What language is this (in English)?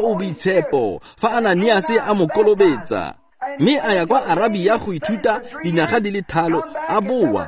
Tswana